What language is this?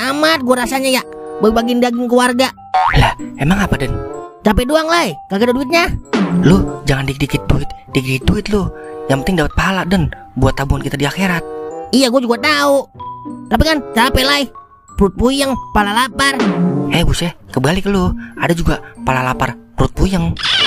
Betawi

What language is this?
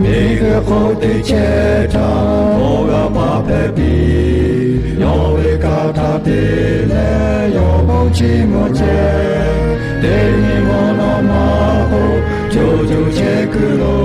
Lahu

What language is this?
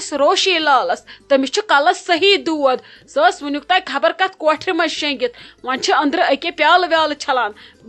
Kashmiri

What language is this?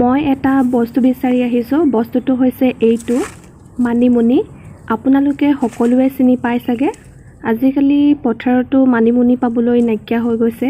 Assamese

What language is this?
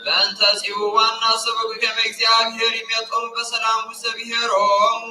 Geez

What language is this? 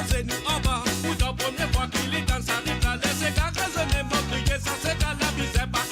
Morisyen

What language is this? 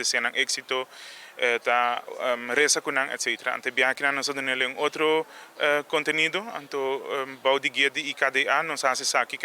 Papiamento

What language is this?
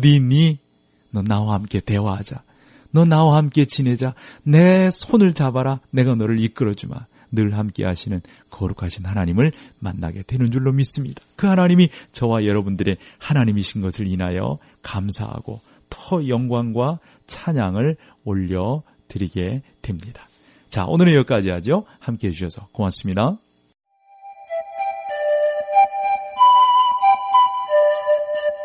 Korean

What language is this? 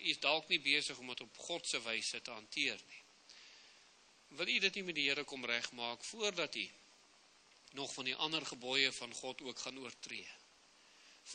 Afrikaans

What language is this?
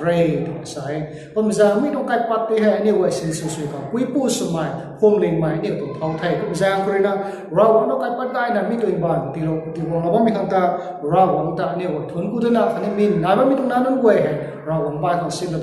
Rongmei Naga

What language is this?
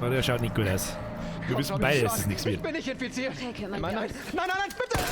Bavarian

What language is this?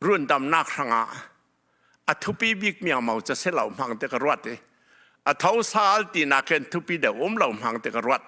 Hakha Chin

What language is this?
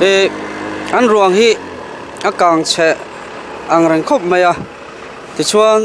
Mizo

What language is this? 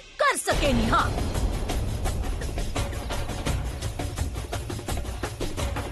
Bhojpuri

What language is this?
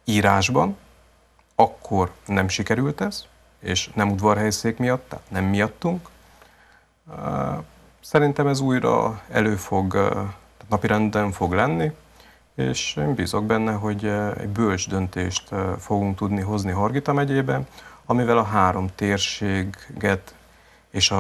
Hungarian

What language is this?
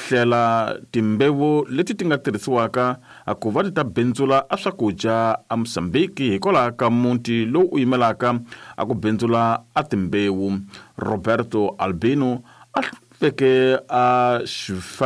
Tsonga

